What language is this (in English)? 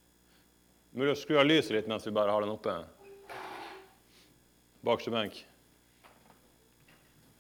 Norwegian